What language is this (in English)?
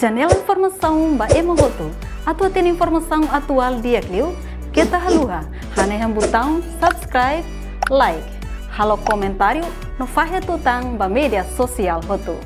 Tetum